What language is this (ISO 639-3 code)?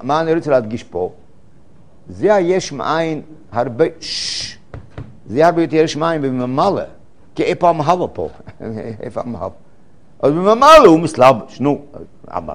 heb